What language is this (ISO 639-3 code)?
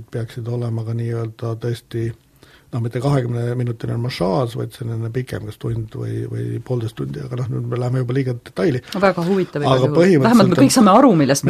est